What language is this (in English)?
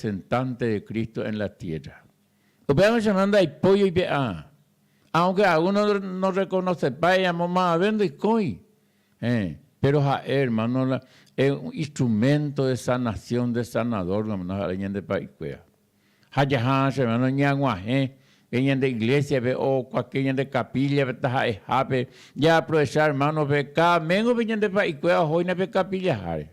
Guarani